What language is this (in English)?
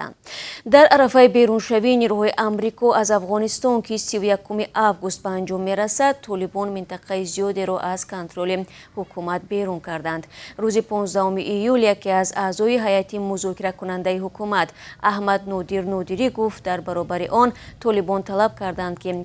Tajik